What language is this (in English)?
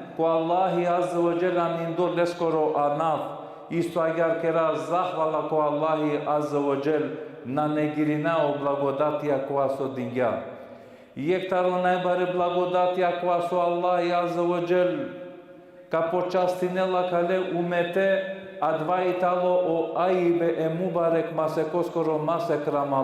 Balkan Romani